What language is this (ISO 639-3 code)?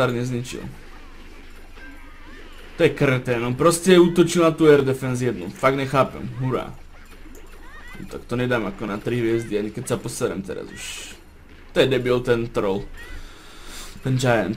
slk